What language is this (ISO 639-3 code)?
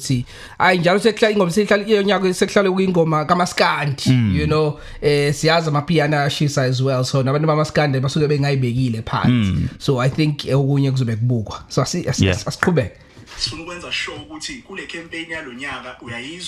zul